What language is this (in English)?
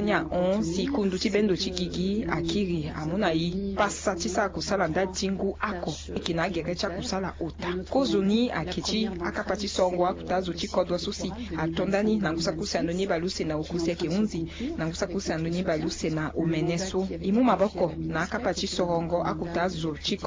Sango